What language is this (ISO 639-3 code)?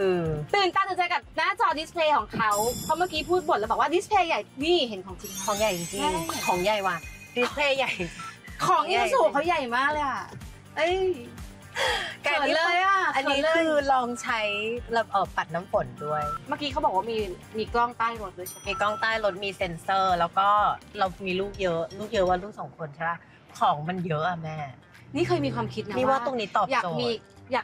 tha